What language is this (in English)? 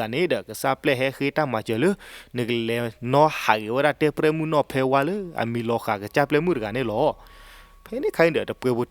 S'gaw Karen